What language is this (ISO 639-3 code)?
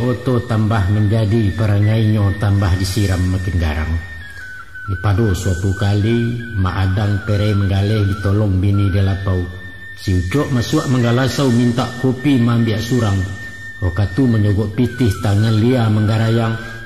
min